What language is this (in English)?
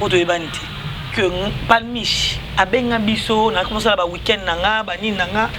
Lingala